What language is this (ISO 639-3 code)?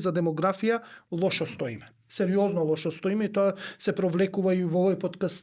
mkd